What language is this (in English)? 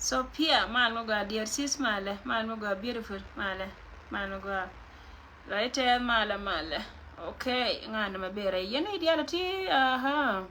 Nuer